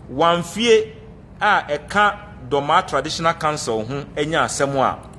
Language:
Akan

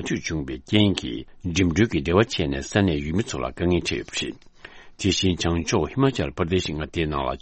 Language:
Tibetan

